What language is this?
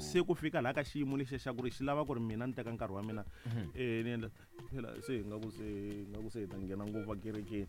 Tsonga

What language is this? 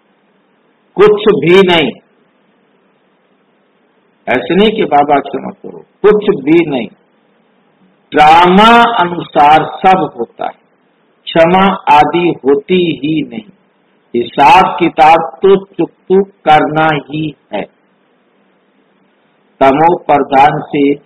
Hindi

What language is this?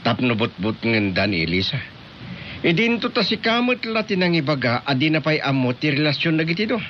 Iloko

